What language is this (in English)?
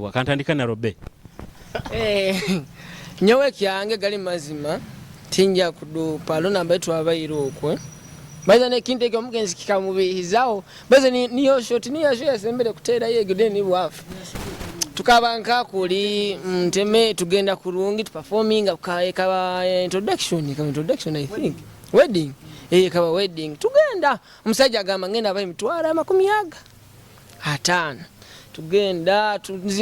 Nyoro